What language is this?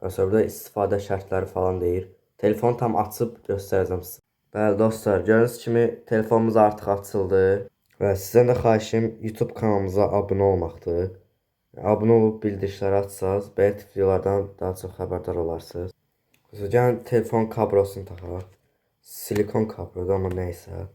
Azerbaijani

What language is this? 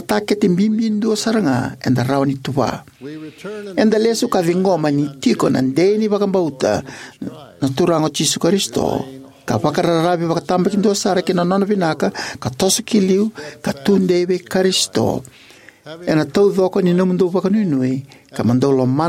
Fijian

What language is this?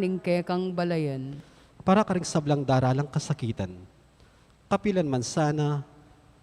Pampanga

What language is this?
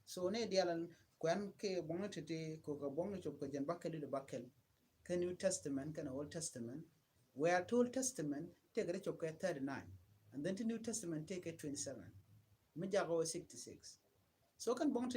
Nuer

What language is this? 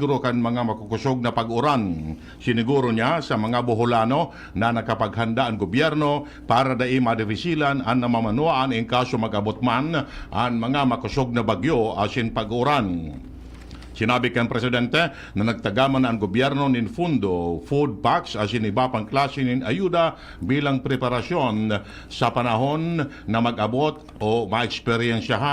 Bikol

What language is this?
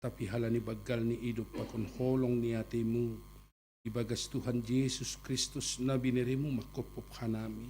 Batak Simalungun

